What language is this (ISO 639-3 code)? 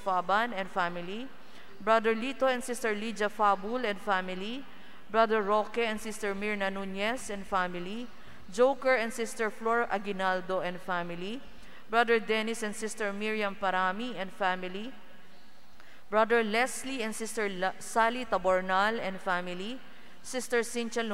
fil